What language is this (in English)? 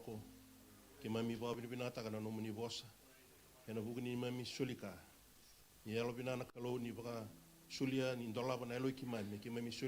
Fijian